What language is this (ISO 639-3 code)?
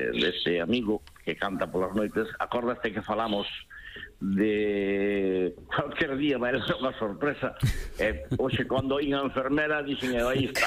glg